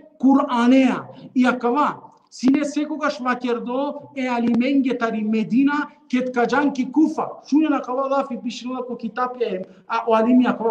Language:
Balkan Romani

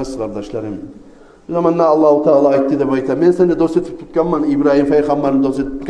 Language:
Kumyk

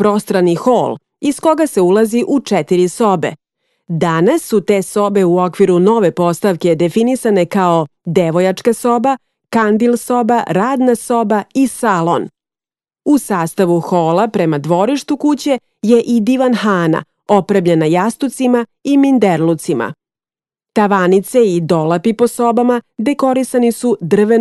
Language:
Serbian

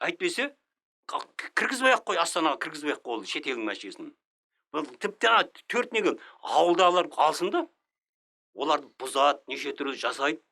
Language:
Kazakh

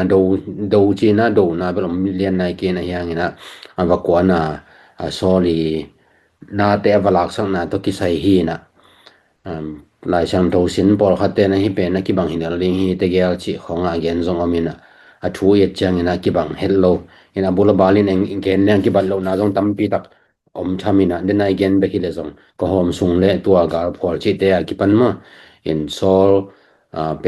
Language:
Tedim Chin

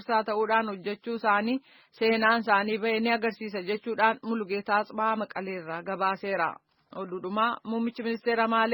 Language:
Oromo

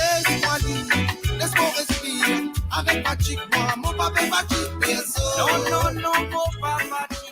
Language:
Morisyen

